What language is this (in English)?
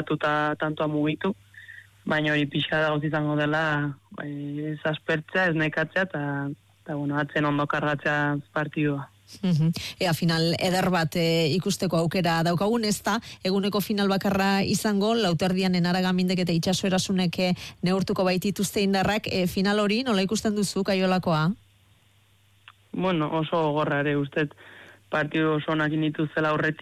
Basque